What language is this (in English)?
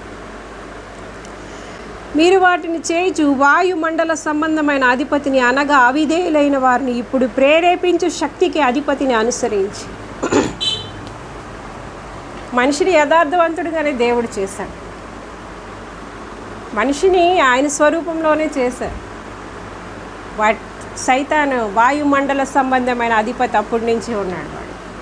Telugu